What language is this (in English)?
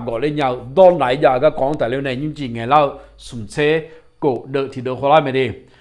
Akha